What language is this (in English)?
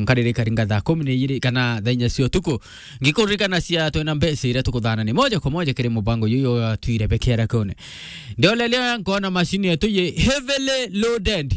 Meru